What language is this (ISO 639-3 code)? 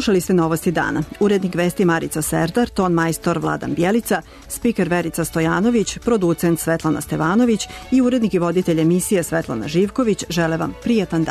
srp